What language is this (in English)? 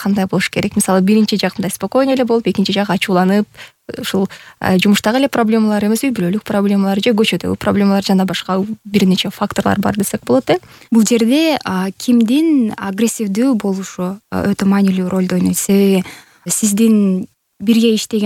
Kyrgyz